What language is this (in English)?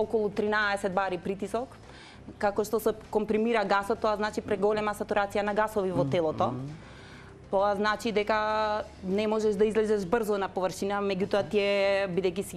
Macedonian